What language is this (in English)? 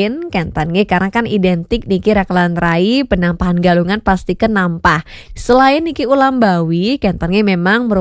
Balinese